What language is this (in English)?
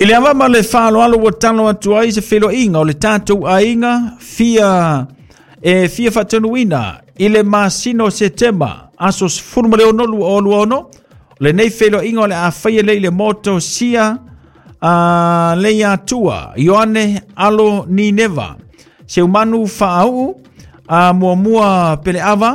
Samoan